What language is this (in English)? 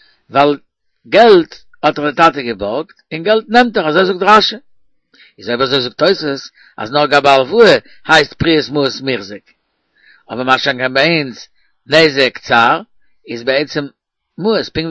Yiddish